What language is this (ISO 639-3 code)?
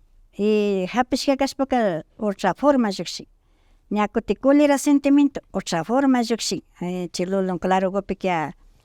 qvi